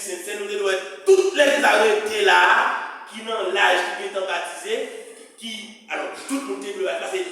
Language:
Haitian Creole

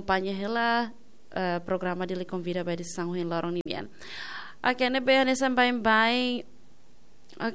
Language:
Tetum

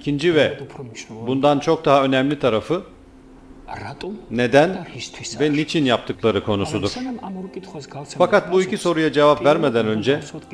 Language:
Turkish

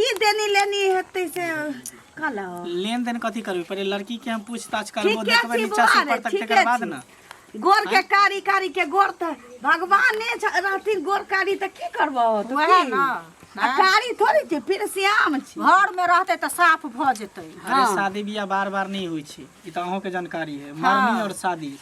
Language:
Maithili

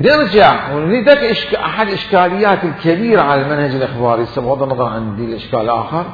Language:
Mesopotamian Arabic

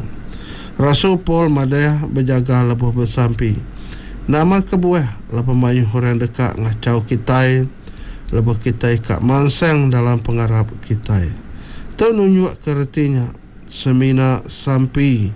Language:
Iban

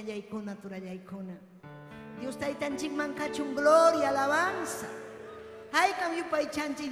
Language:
Ayacucho Quechua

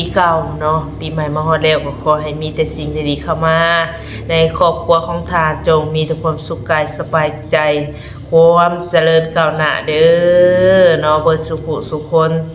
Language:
Northeastern Thai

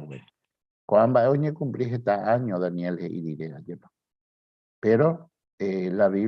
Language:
Guarani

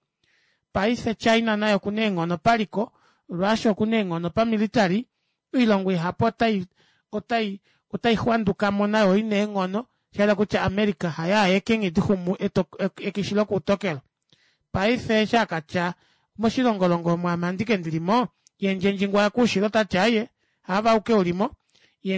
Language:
Kuanyama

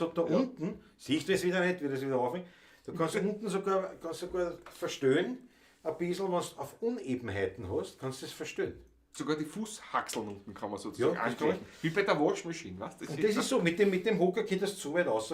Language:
Bavarian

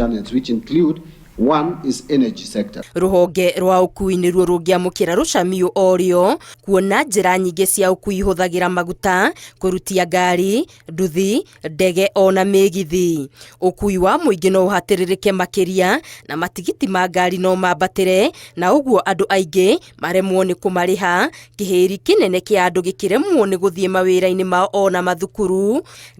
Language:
Kikuyu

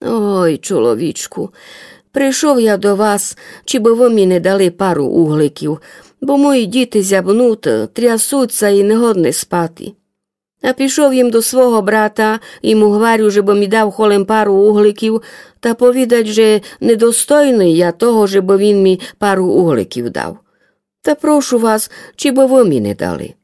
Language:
Rusyn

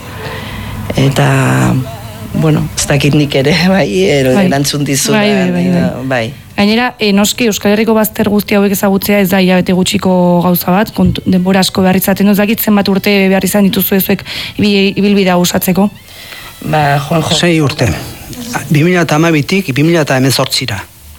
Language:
Basque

